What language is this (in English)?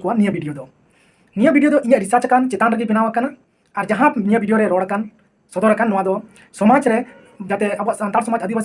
Santali